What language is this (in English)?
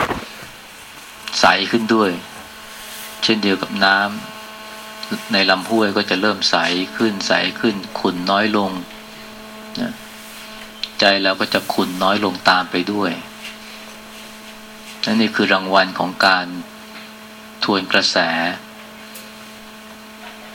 Thai